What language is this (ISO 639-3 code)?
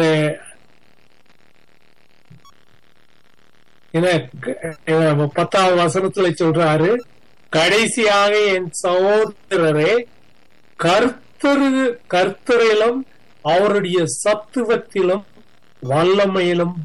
tam